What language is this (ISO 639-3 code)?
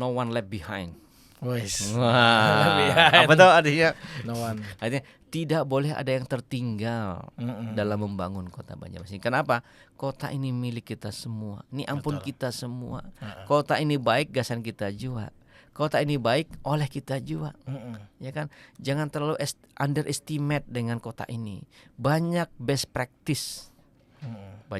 bjn